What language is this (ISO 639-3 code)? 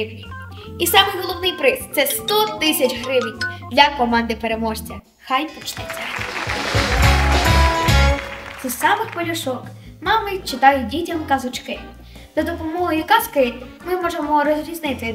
ukr